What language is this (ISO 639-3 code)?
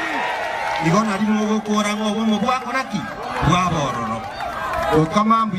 guz